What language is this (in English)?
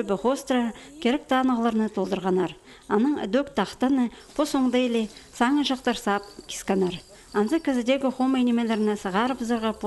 Khakas